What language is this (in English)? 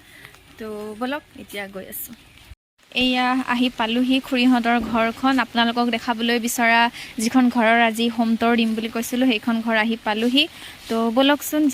Assamese